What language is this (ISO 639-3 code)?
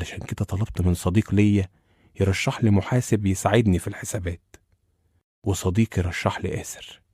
arz